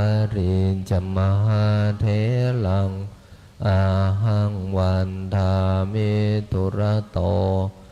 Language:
Pali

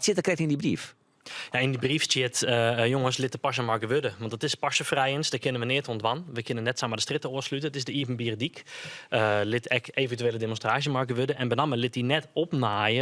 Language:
Western Frisian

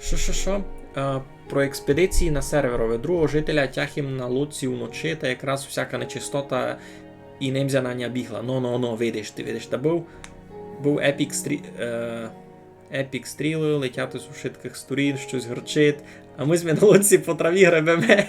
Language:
Rusyn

